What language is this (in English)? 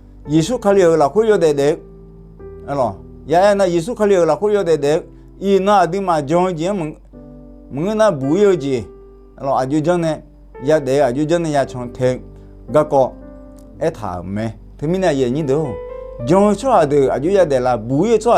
Akha